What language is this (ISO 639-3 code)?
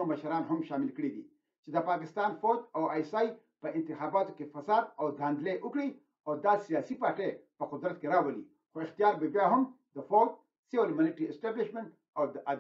pus